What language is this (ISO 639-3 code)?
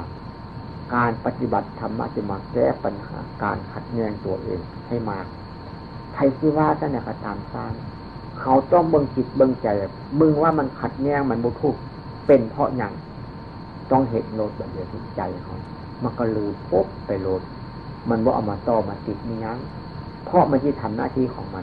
tts